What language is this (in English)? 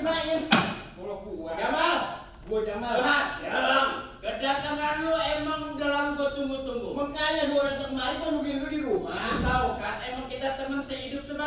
Betawi